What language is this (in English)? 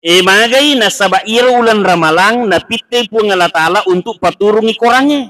Buginese